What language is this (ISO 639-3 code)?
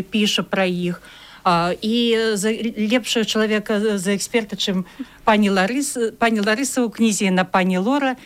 bel